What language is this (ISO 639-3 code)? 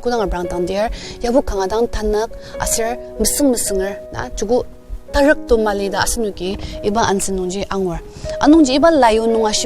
njo